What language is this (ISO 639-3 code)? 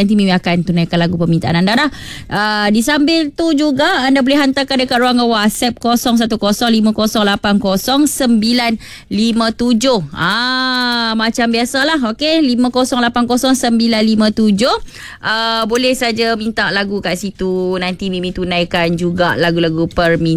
msa